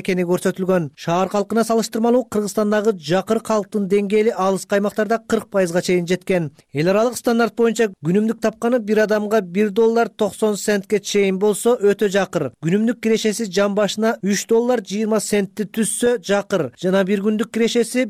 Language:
Kyrgyz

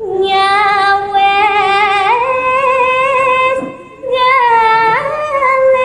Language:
Balinese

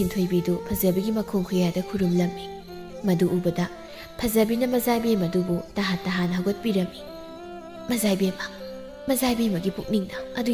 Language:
Manipuri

